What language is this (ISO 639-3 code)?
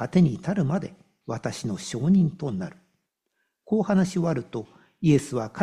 jpn